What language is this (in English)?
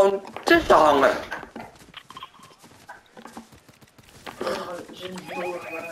Dutch